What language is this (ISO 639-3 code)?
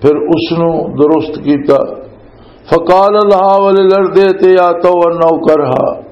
lah